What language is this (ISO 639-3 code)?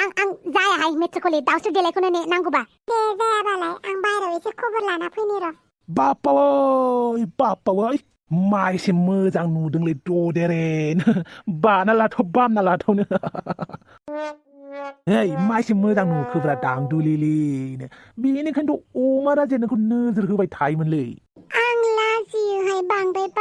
brx